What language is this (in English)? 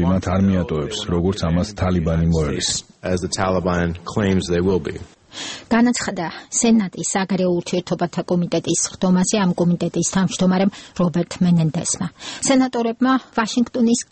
Georgian